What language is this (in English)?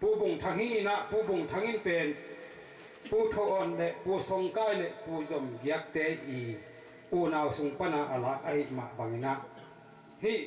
Tedim Chin